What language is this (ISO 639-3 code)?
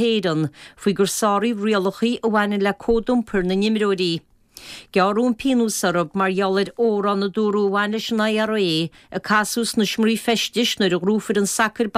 gle